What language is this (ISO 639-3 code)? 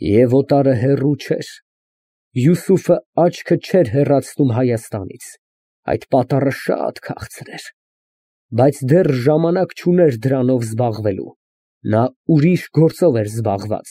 hye